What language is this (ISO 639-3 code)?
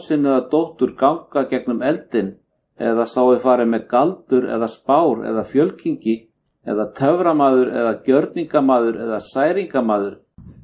isl